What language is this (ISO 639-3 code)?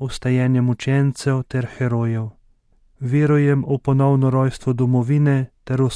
slv